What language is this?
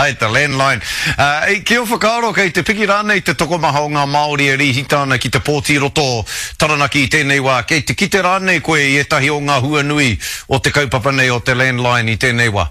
Māori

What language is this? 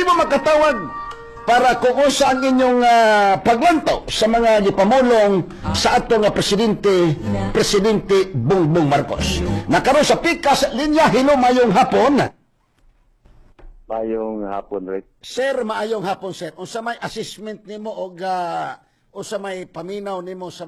Cebuano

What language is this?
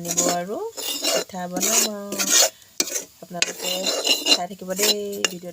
Assamese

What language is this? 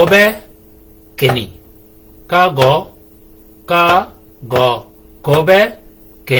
Shilluk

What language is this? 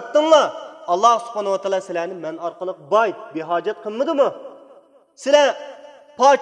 Uyghur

